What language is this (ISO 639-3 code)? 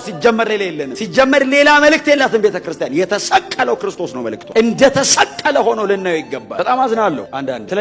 amh